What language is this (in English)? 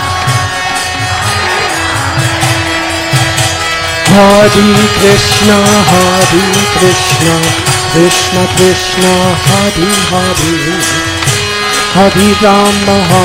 Hindi